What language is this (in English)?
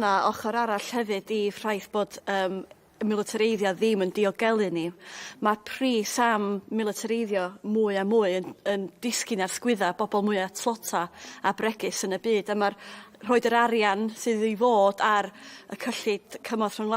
Welsh